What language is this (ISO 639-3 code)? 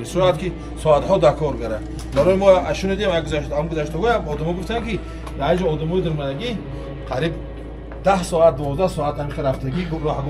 tgk